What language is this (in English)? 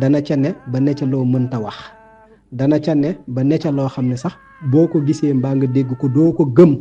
Wolof